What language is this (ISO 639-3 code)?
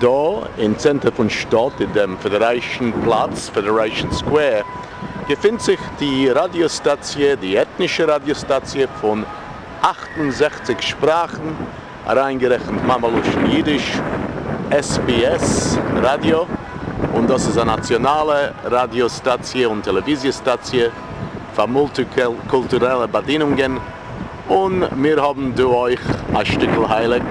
yid